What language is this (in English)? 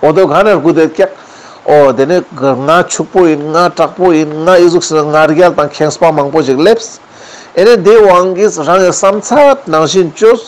Ladakhi